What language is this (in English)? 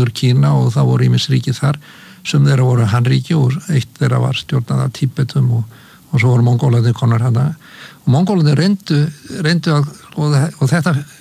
Icelandic